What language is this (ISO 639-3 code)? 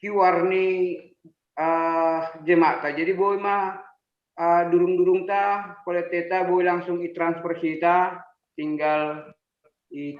bts